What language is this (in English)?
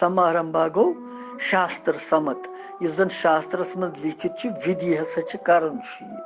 Kashmiri